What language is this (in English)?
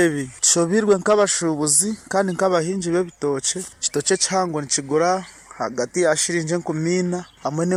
Nyoro